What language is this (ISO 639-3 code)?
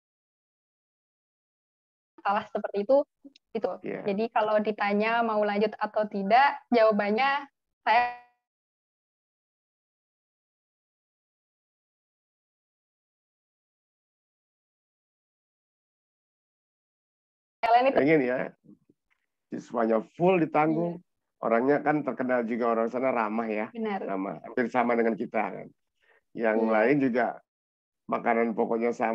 ind